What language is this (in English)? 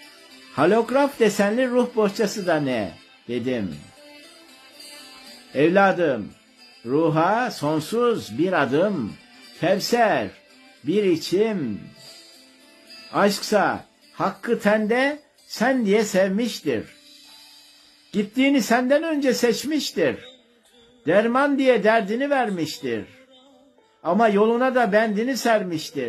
Turkish